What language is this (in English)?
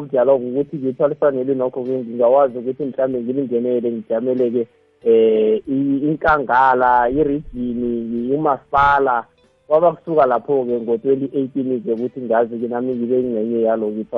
South Ndebele